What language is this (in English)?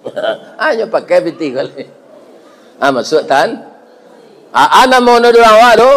Minangkabau